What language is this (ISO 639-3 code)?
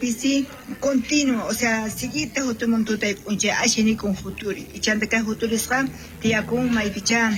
quh